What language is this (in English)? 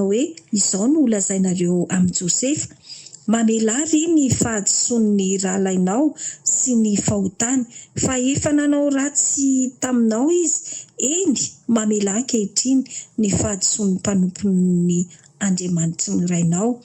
Malagasy